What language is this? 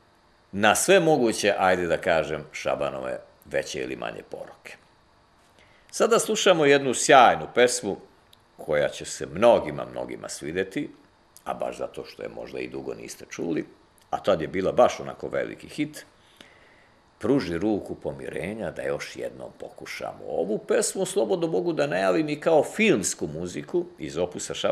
Serbian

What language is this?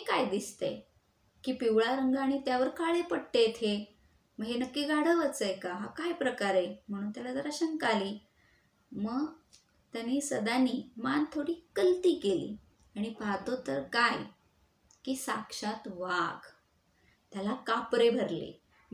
Marathi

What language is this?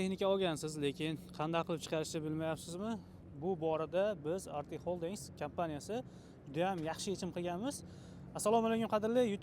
Uzbek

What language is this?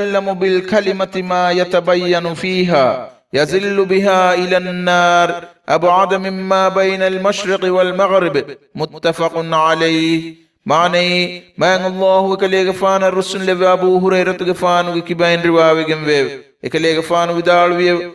Divehi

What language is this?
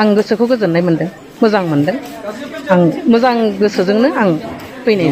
Bodo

